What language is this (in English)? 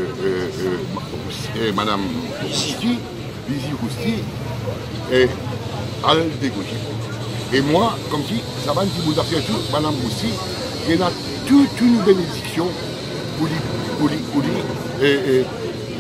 Morisyen